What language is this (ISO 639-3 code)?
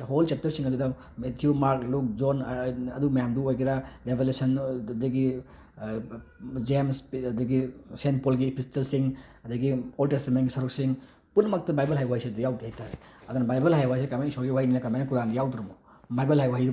mni